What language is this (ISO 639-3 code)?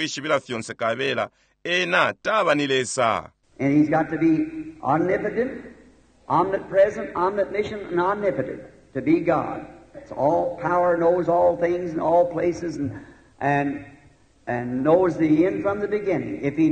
bem